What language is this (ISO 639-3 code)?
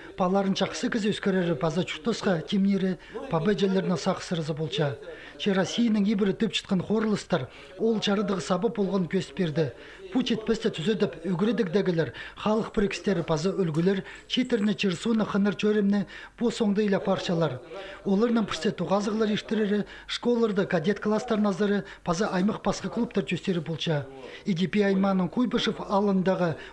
kjh